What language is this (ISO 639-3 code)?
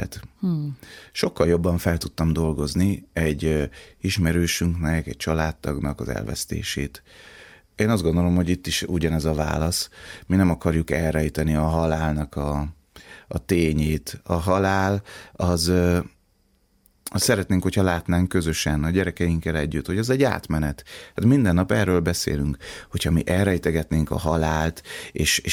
hun